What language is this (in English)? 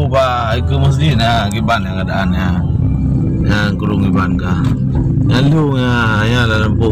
Achinese